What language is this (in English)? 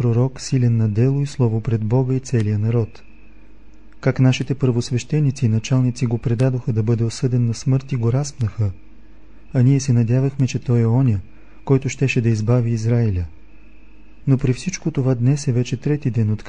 Bulgarian